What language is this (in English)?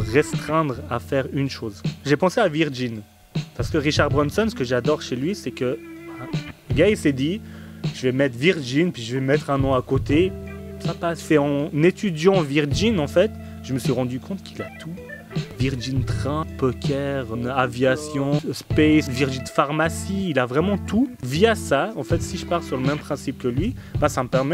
French